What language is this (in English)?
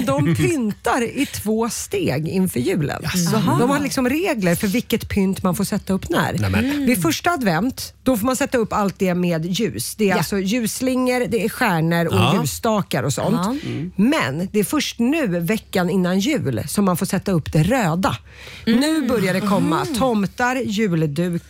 Swedish